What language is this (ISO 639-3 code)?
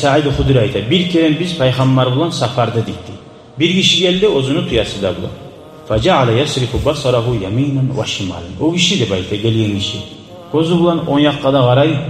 kum